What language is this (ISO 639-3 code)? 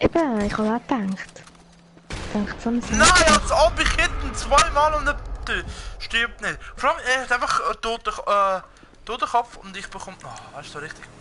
gsw